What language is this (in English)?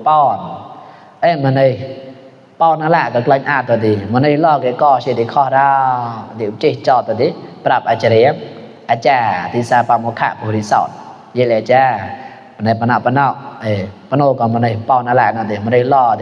Mon